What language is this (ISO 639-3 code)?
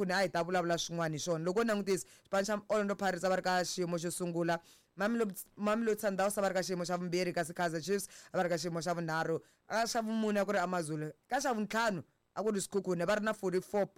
tso